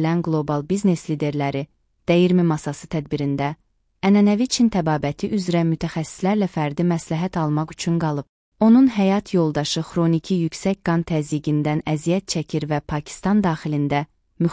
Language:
Azerbaijani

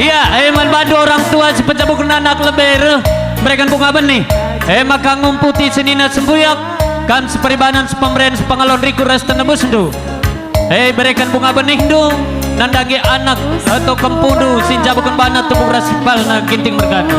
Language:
Batak Karo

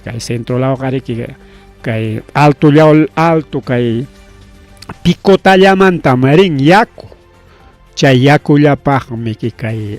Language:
Ayacucho Quechua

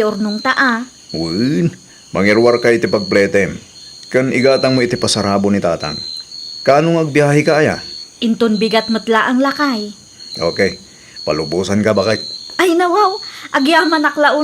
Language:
Iloko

